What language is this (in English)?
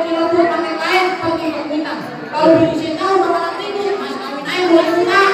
Betawi